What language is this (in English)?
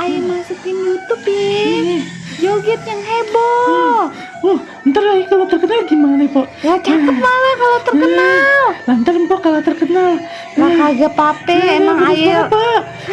Betawi